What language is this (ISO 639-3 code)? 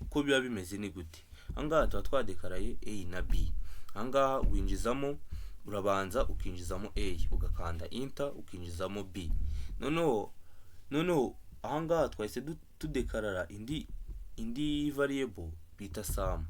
kin